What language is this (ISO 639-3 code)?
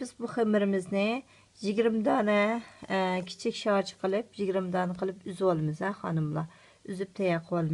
uig